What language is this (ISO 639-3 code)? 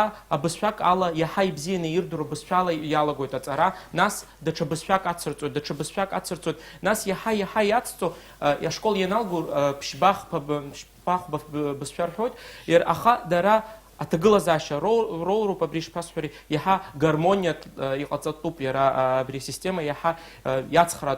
abk